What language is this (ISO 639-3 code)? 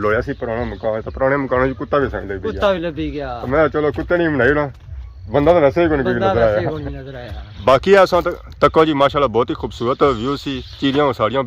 phr